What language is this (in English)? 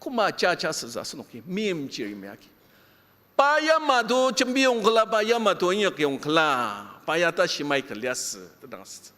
Ao Naga